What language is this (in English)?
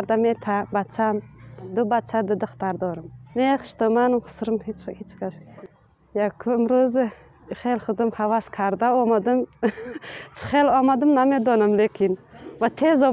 Tajik